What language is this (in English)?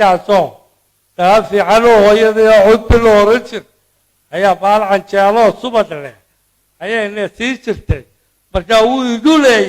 Somali